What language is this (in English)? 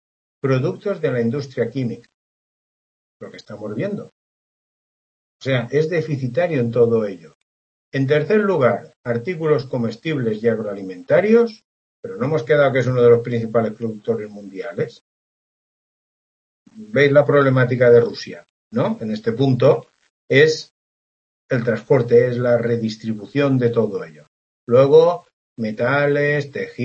Spanish